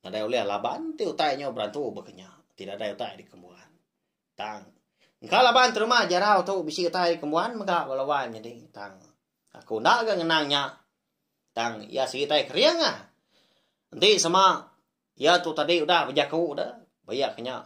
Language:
Iban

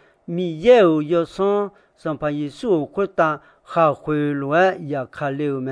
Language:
Akha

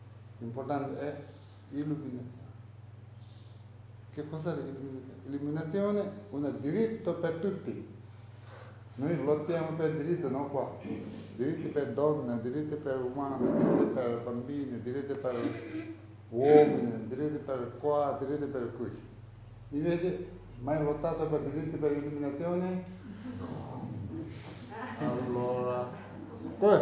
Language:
Italian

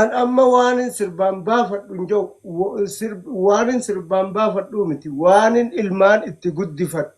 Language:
Oromo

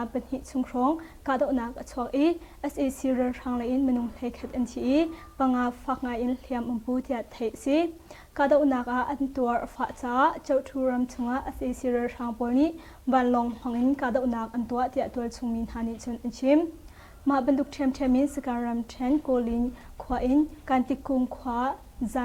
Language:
Hakha Chin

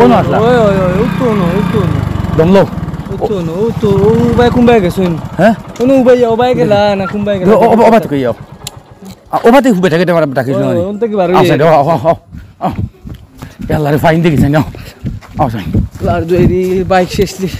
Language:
Sylheti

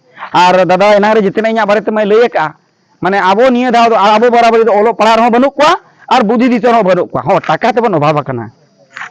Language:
Santali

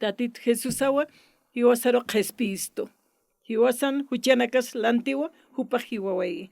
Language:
Aymara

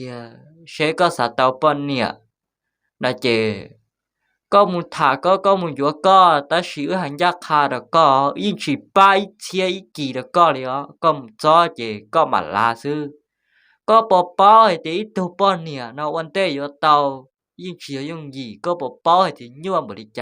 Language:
Hmong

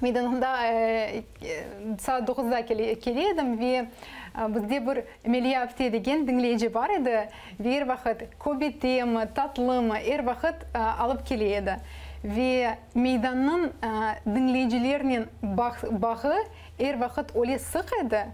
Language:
Crimean Tatar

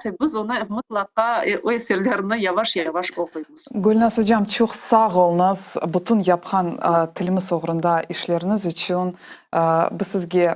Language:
Crimean Tatar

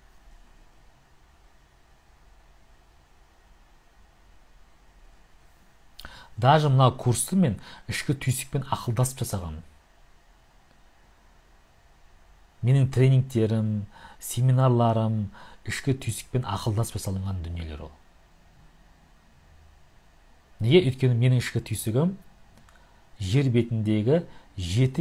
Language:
Kazakh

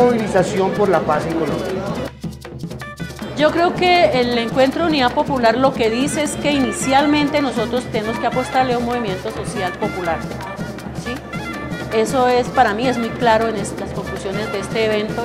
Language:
Spanish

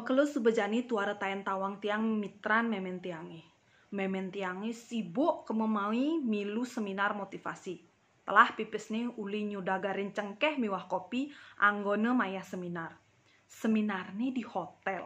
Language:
Balinese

